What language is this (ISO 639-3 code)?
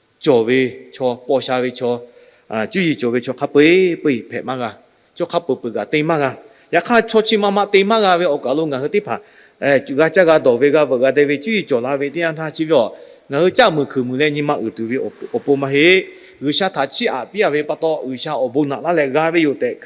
lhu